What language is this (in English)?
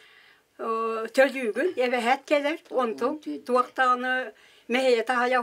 Yakut